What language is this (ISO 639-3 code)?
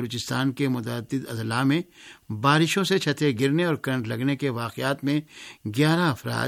urd